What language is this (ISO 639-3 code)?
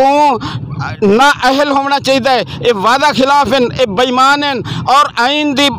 skr